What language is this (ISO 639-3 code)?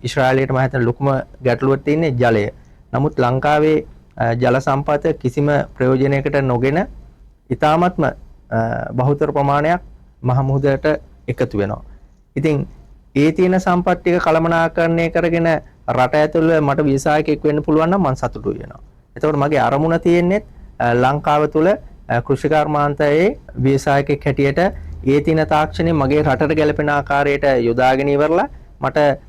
sin